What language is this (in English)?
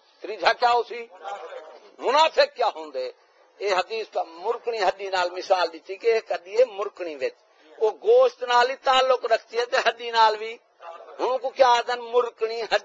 Saraiki